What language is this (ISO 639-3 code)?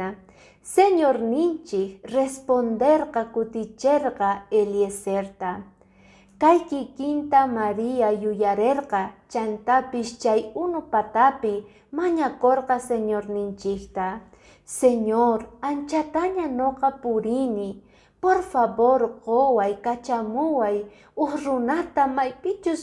que